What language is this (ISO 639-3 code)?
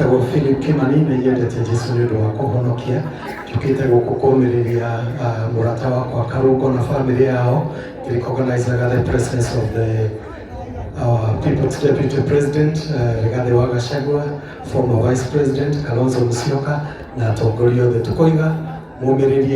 kik